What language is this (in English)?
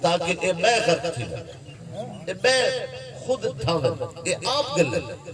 Saraiki